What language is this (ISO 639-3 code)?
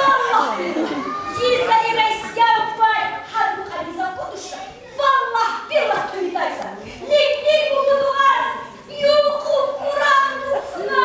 tab